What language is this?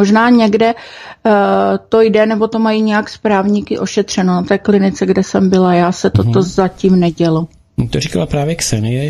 Czech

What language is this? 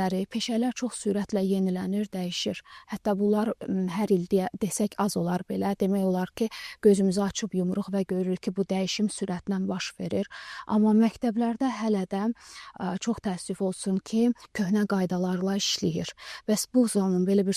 Azerbaijani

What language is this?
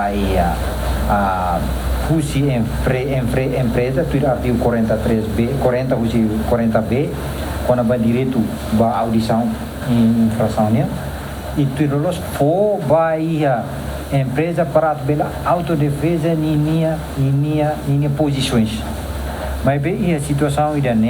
Tetum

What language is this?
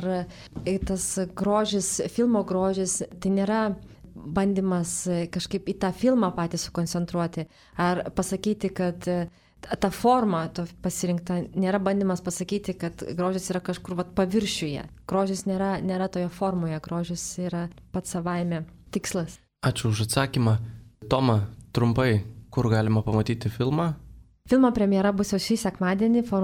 Lithuanian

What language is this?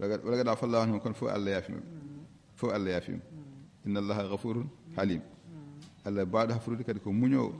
Fula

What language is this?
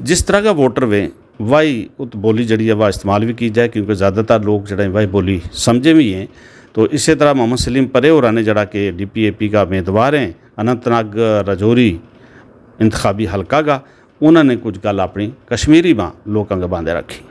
Gujari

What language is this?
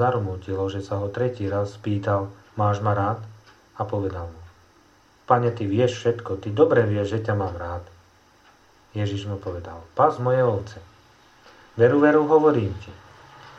Slovak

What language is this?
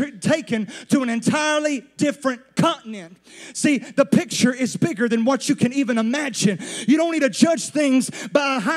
English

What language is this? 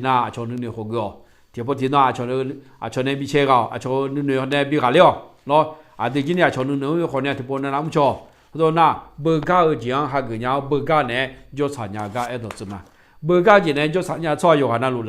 Akha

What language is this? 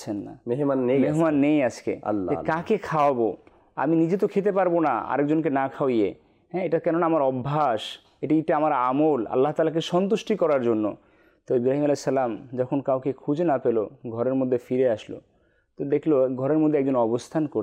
Bangla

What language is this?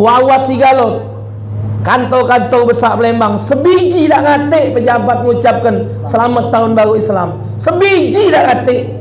Musi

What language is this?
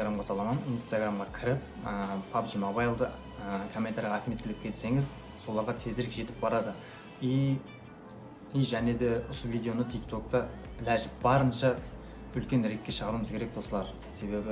Kara-Kalpak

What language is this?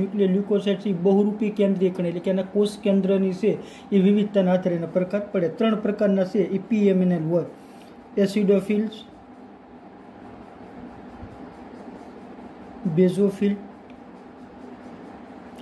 Gujarati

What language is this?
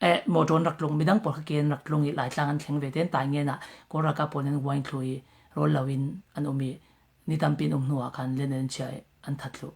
Falam Chin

